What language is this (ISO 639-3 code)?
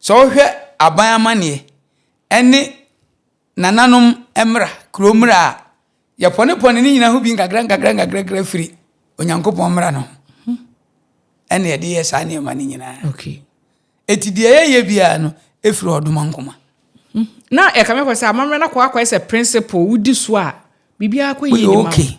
aka